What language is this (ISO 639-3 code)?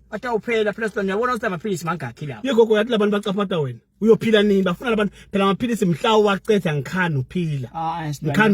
ssw